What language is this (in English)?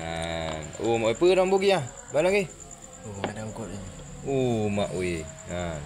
Achinese